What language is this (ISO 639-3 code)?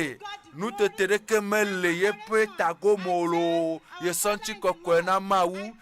ewe